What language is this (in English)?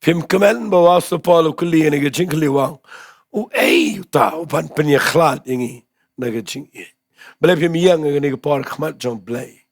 Khasi